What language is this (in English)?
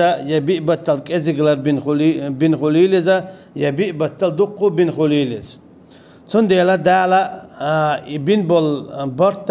Chechen